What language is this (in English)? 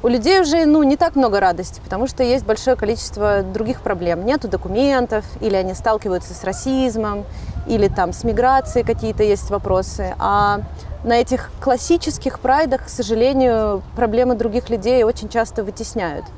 Russian